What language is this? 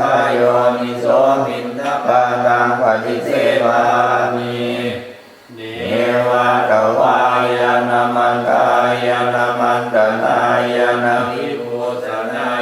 Pali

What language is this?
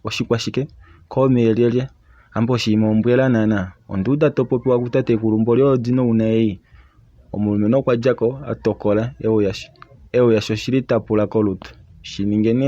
Kuanyama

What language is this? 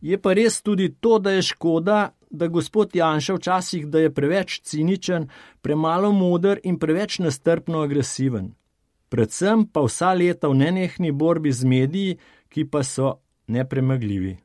Slovenian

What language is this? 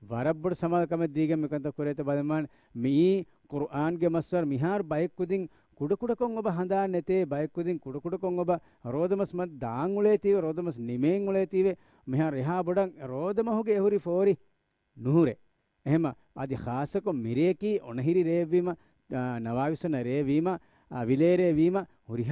Divehi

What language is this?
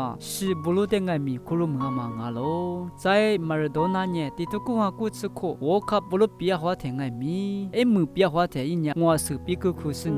Lisu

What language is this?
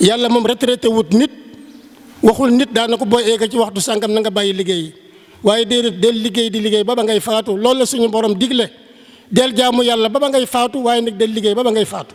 Wolof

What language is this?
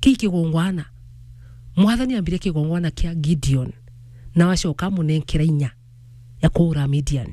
Meru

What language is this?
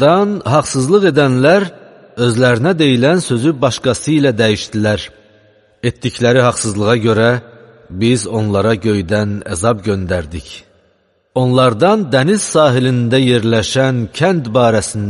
Azerbaijani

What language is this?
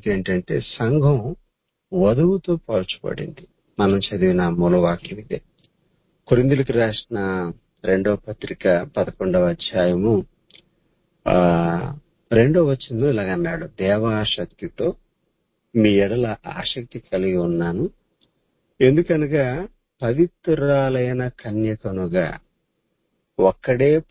Telugu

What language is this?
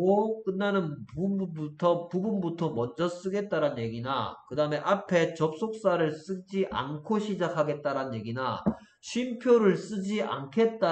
Korean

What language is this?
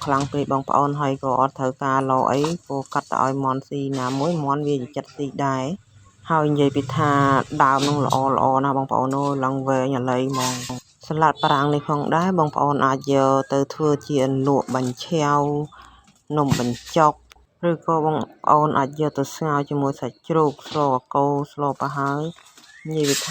Khmer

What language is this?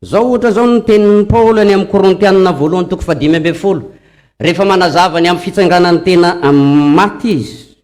Malagasy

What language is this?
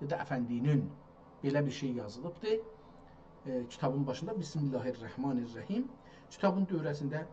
South Azerbaijani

